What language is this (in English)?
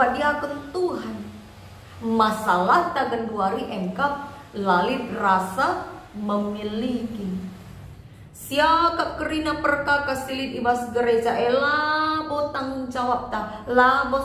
Batak Karo